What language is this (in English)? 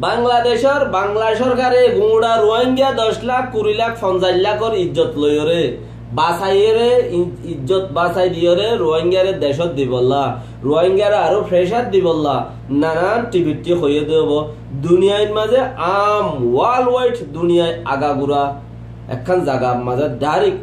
Rohingya